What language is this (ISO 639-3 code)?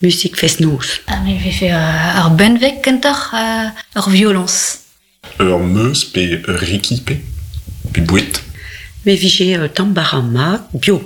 bre